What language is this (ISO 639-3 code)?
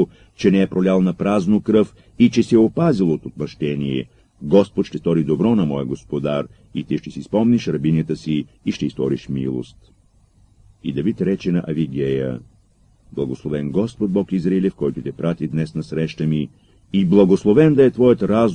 bul